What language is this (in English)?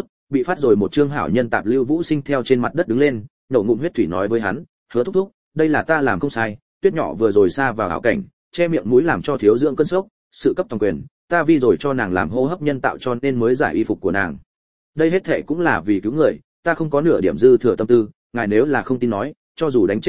Vietnamese